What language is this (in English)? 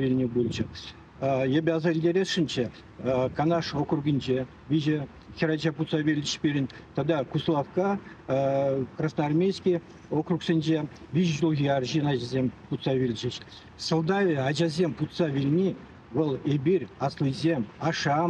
Chuvash